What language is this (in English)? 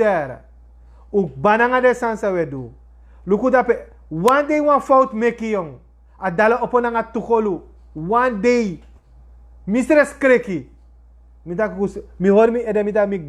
Sranan Tongo